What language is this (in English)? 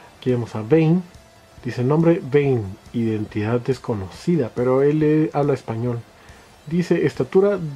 Spanish